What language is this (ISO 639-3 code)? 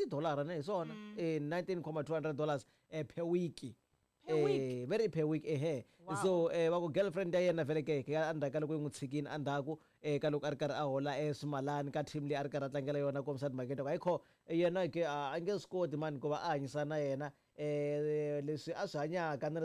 tso